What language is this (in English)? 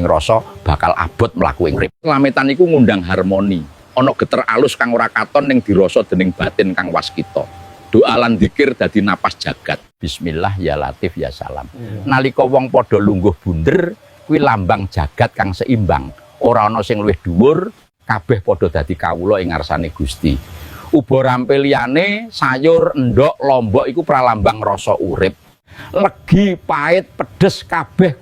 Javanese